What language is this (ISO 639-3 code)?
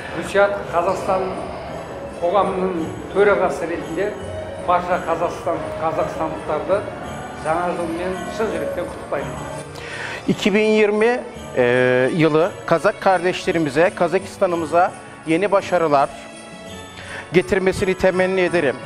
kaz